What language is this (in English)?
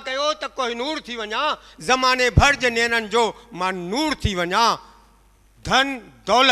Sindhi